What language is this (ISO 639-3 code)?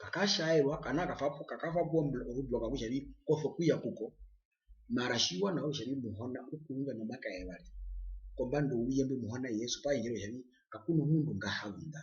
her